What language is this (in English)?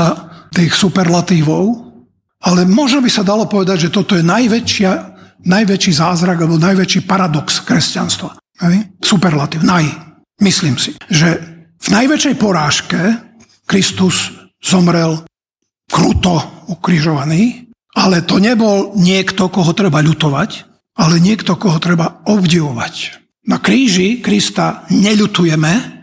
Slovak